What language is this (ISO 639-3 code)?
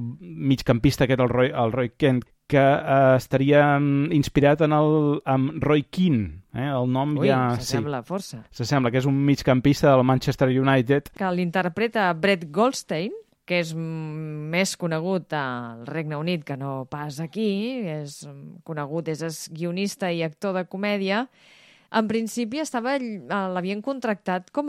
cat